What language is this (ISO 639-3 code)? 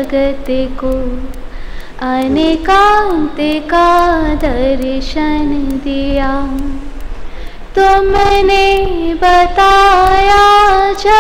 hin